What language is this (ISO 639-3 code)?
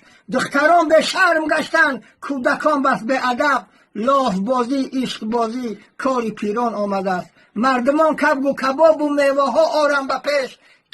tgk